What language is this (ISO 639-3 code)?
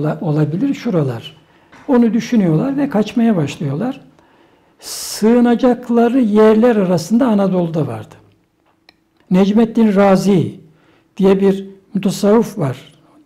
tur